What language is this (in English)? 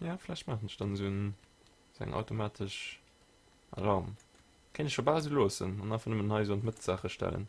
Luxembourgish